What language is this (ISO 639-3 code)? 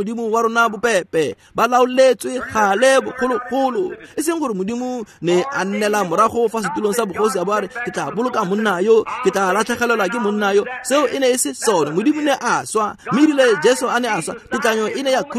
tsn